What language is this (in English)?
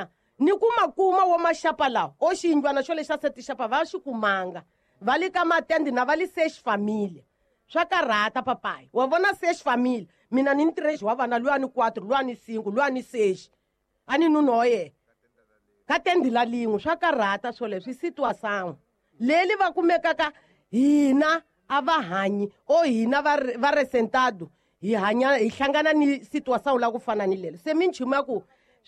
Tsonga